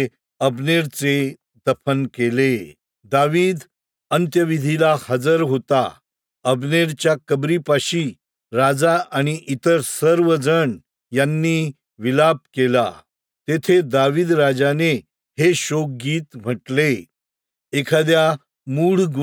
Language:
Marathi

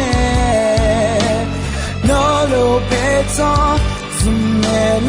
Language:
Akha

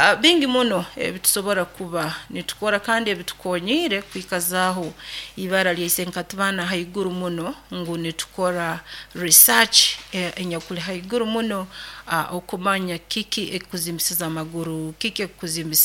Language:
Nyoro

